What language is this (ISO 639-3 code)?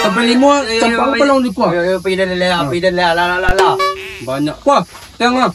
min